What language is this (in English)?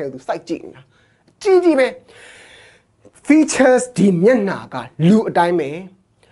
Burmese